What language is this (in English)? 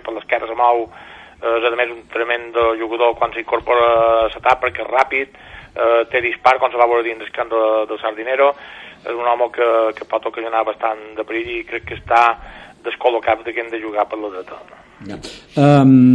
Catalan